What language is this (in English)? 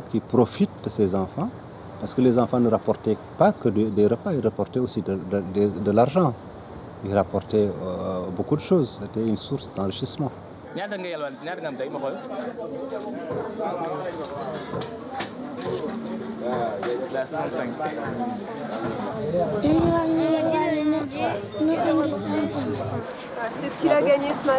French